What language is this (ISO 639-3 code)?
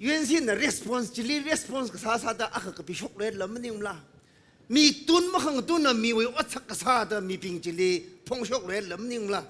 nmf